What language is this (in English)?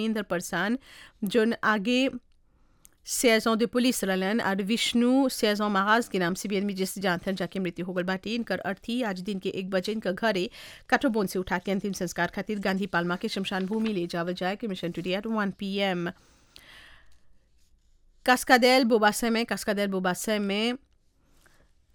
Bhojpuri